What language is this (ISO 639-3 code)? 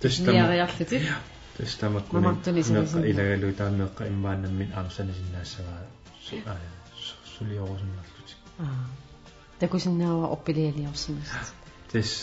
kal